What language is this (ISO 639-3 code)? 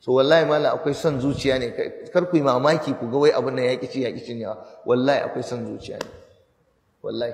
hau